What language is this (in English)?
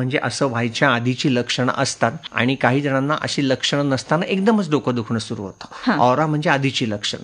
Marathi